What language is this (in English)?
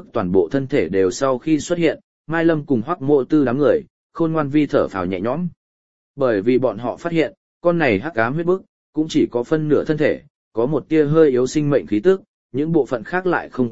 Vietnamese